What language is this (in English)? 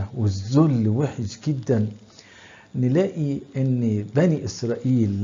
Egyptian Arabic